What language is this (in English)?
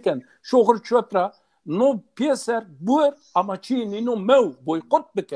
Zaza